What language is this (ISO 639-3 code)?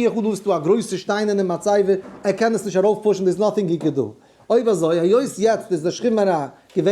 yid